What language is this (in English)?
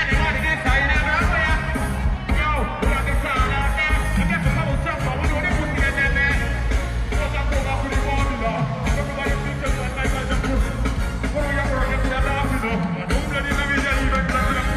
Jamaican Creole English